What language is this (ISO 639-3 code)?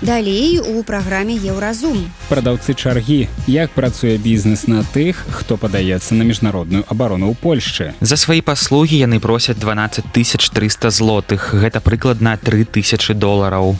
bel